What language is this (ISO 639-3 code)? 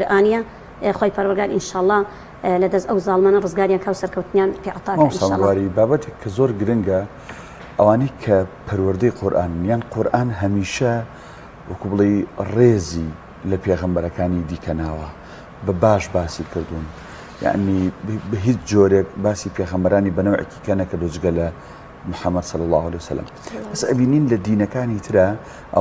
ckb